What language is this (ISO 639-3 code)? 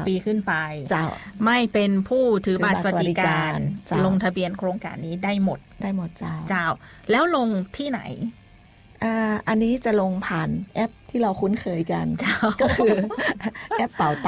tha